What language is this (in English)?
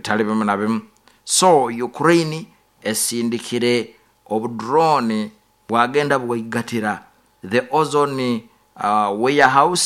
Nyoro